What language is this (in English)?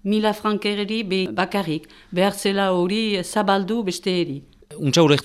Basque